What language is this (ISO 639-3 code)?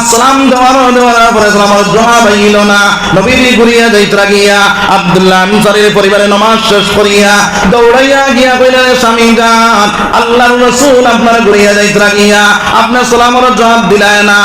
syl